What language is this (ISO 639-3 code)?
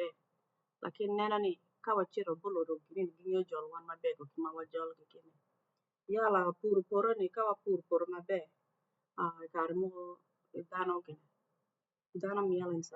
ach